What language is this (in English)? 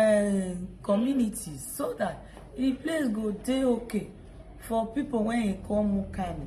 Nigerian Pidgin